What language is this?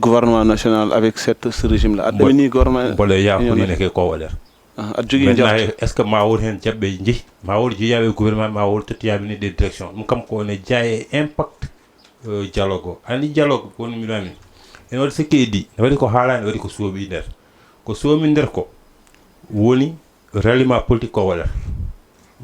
Fula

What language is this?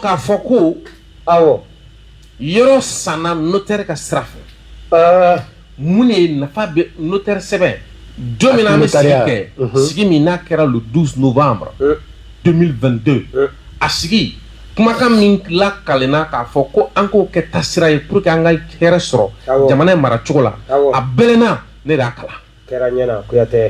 Bambara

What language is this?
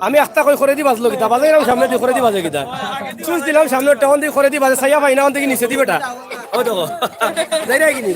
Sylheti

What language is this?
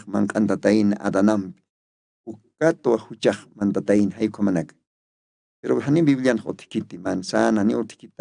Aymara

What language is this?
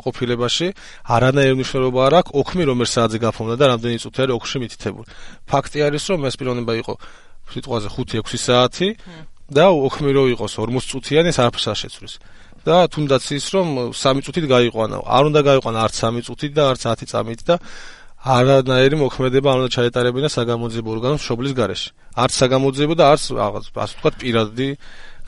Georgian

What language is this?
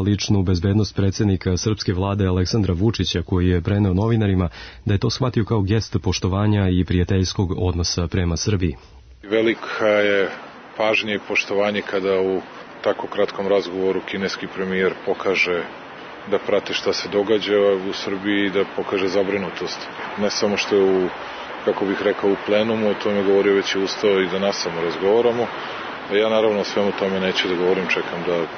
Serbian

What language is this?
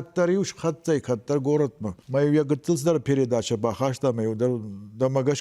Ossetic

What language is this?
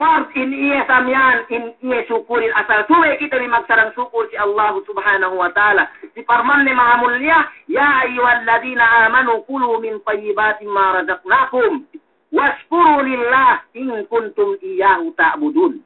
Yakan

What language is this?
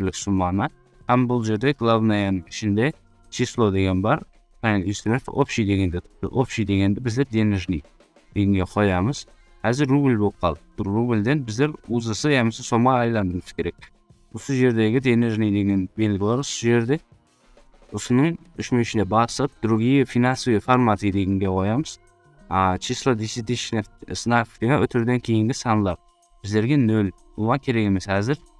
Kara-Kalpak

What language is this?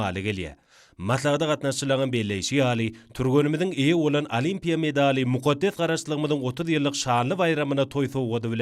Turkmen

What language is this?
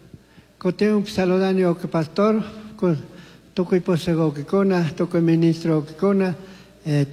Chimborazo Highland Quichua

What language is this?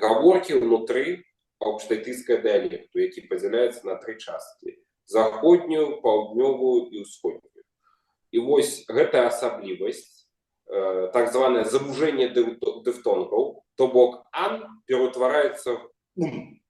Belarusian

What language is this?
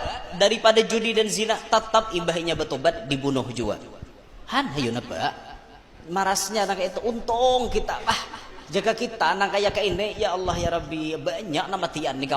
Banjar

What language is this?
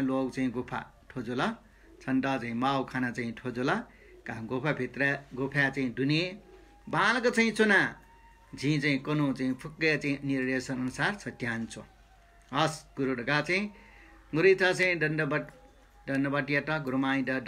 Newari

